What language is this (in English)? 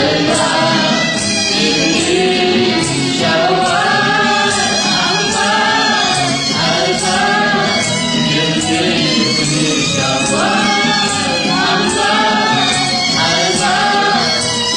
Malay